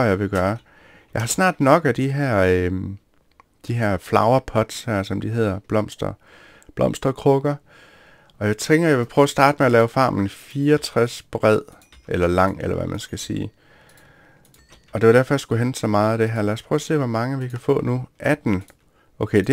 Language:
Danish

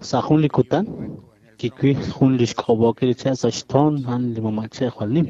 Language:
Kekchí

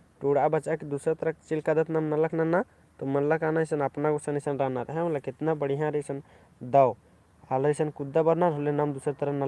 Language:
Kurukh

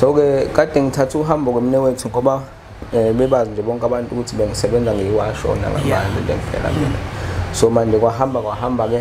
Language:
Zulu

